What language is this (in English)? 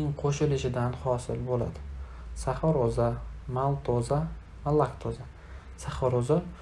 Uzbek